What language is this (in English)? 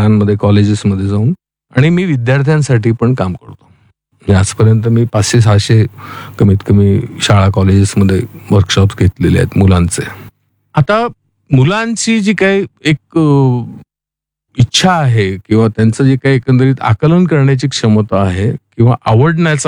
Marathi